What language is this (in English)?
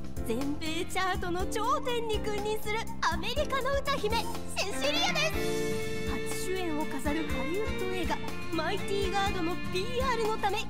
Japanese